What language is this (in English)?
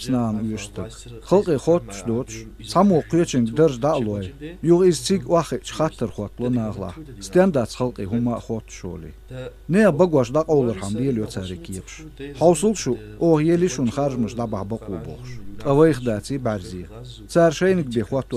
Chechen